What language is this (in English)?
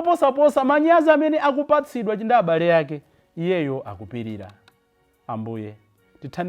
Nyanja